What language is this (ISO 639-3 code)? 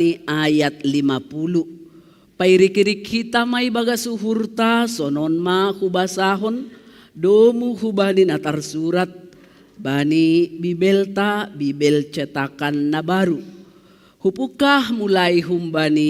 bts